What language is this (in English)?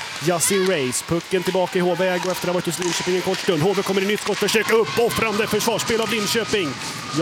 Swedish